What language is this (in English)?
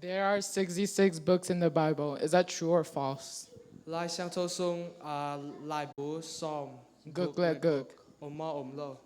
Tedim Chin